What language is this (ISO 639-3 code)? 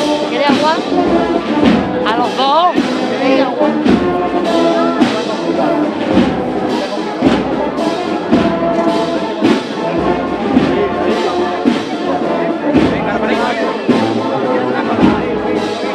spa